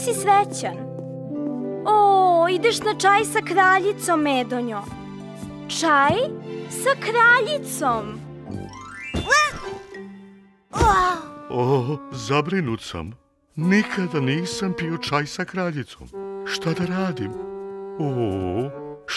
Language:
Serbian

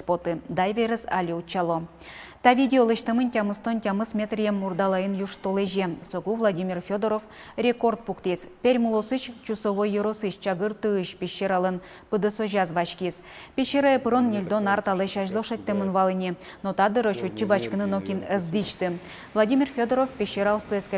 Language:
Udmurt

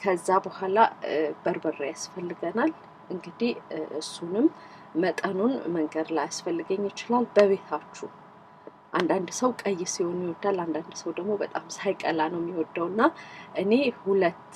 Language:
Amharic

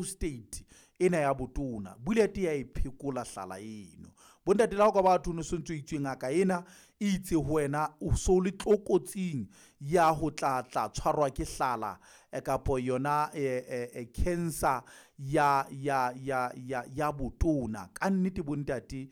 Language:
Southern Sotho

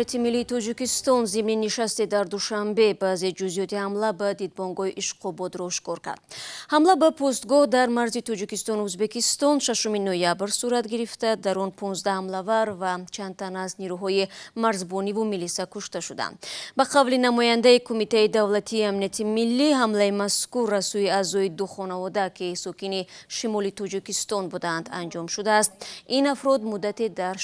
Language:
Tajik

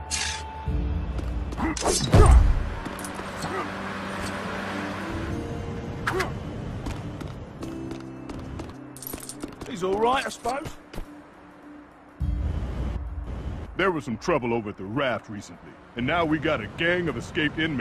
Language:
English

